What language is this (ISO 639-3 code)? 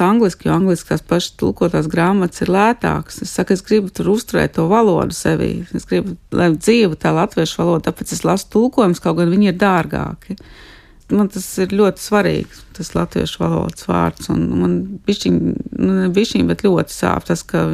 lav